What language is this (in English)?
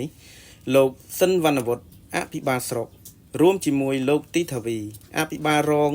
Khmer